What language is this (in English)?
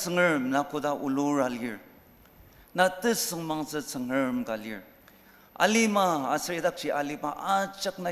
Ao Naga